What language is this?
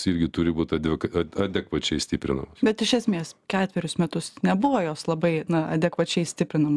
Lithuanian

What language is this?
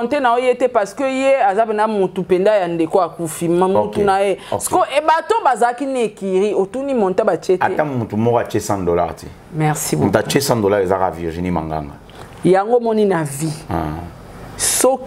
Lingala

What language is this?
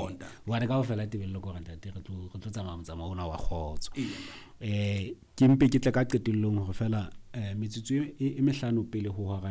Southern Sotho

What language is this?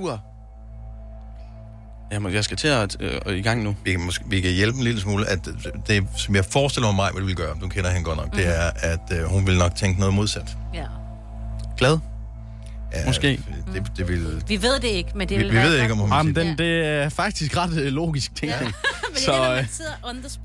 Danish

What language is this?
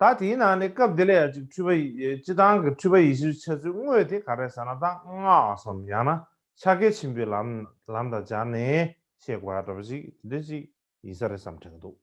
Tibetan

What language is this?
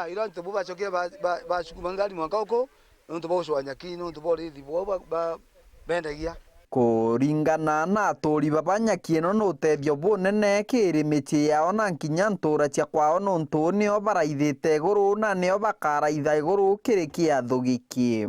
Meru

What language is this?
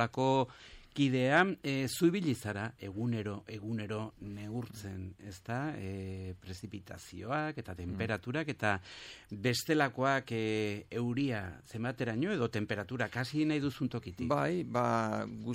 Basque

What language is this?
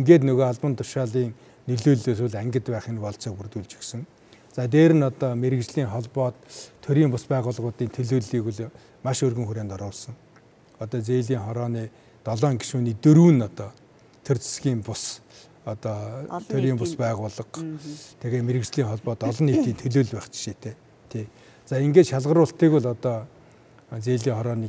Mongolian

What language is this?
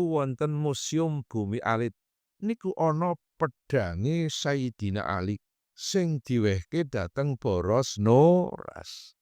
Javanese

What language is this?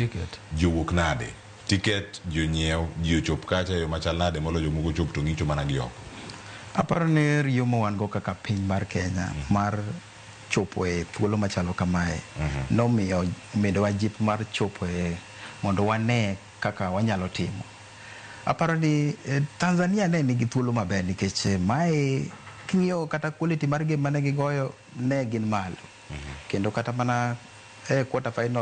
Luo (Kenya and Tanzania)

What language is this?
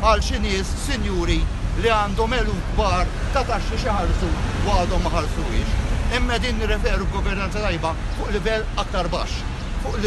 Maltese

